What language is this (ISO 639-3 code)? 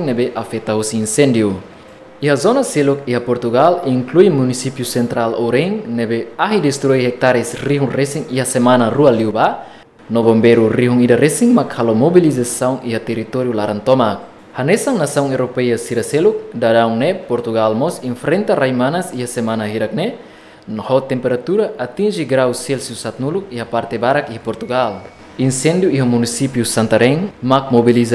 tet